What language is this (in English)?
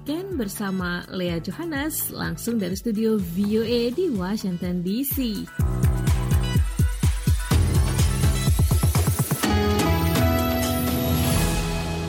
Indonesian